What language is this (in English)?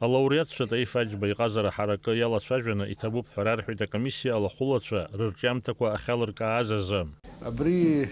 Abkhazian